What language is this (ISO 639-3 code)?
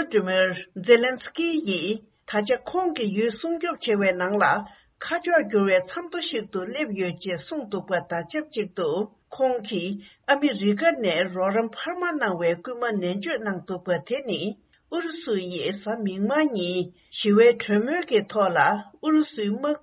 bod